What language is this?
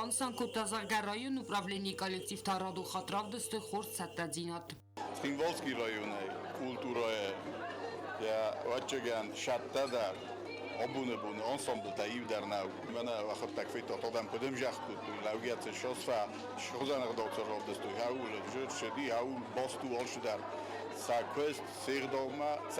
Ossetic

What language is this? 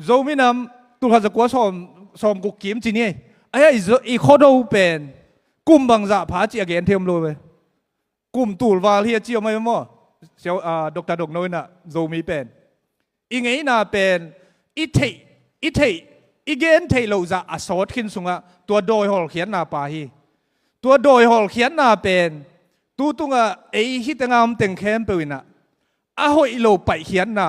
Tedim Chin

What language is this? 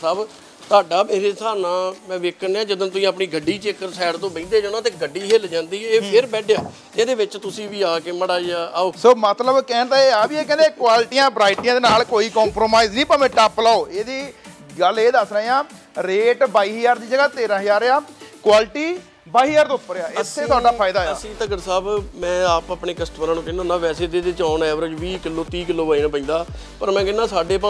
Punjabi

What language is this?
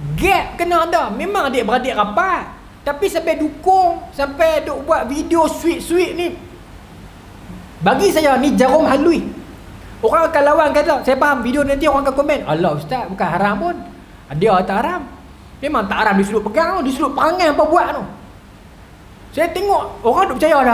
Malay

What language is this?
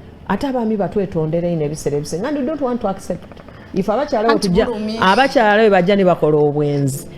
Soga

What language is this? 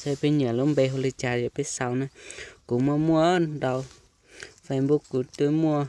Hmong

